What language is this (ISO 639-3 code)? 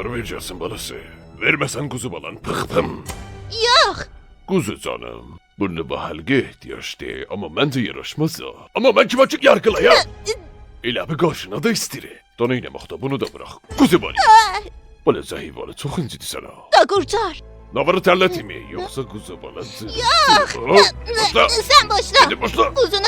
azb